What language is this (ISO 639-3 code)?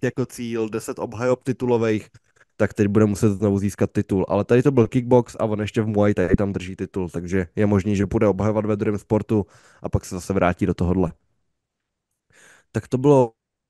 ces